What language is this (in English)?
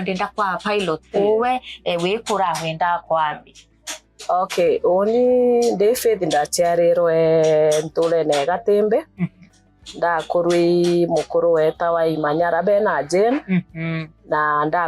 Meru